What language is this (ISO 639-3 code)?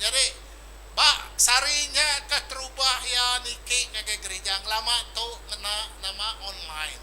iba